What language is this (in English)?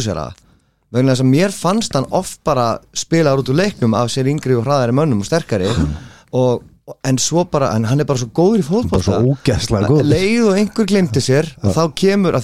Icelandic